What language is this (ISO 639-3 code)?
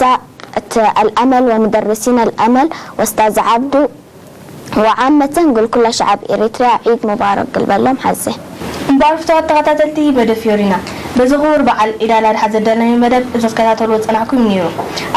tir